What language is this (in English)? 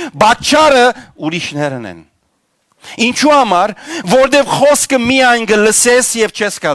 Western Armenian